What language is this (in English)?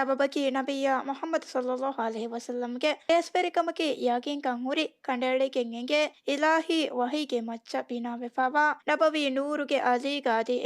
Divehi